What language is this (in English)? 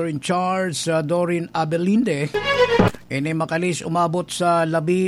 Bikol